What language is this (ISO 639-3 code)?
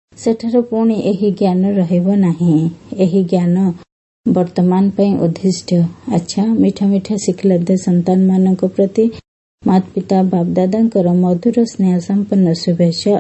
ori